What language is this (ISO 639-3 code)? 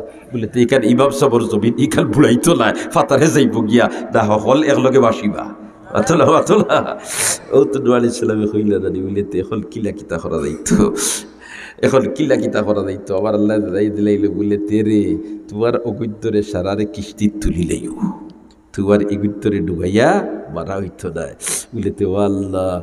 syl